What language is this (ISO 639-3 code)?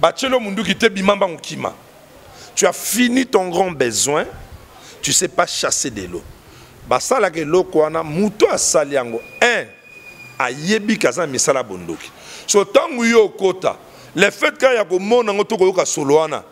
lin